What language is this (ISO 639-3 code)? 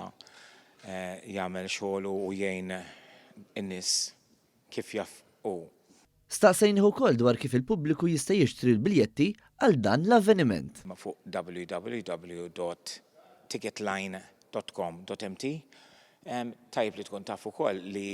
mlt